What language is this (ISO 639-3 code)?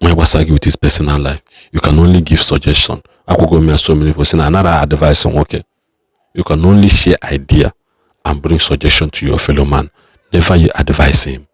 ibo